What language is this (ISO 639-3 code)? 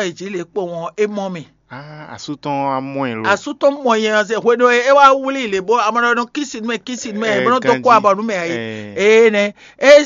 fon